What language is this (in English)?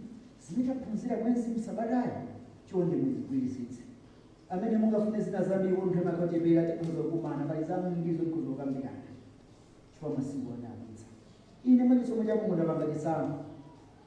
Nyanja